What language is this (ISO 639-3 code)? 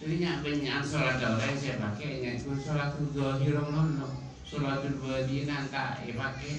mad